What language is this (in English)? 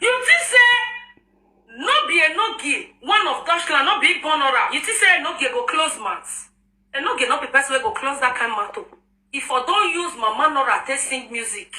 Nigerian Pidgin